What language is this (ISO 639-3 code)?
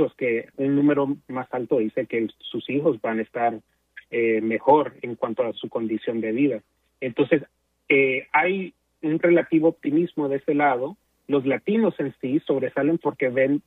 spa